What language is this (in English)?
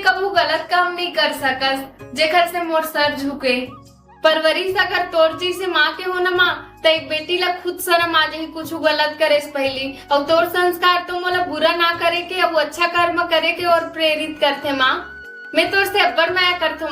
Chhattisgarhi